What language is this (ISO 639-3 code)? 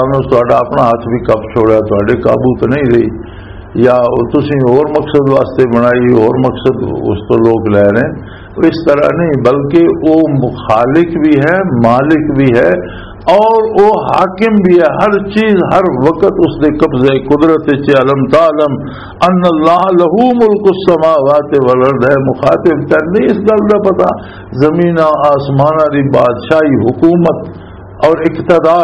lah